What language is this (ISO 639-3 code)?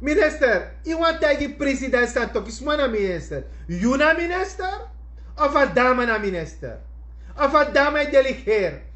srn